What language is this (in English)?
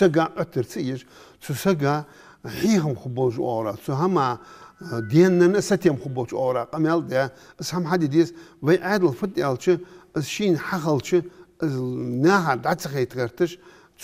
Ingush